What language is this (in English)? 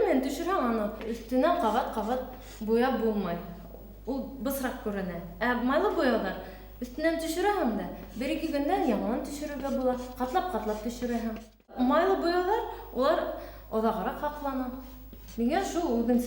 Bashkir